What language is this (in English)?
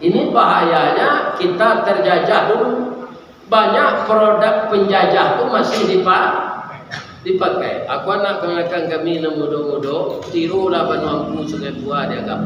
Minangkabau